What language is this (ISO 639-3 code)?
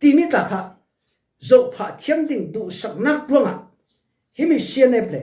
cfm